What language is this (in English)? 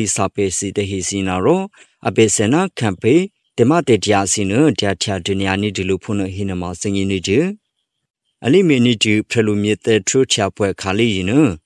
Burmese